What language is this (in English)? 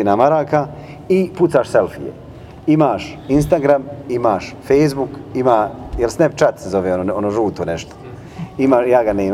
Bosnian